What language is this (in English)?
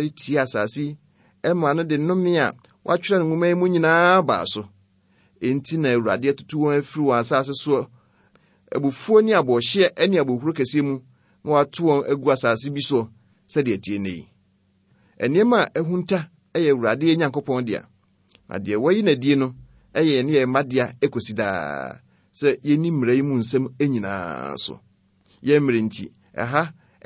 Akan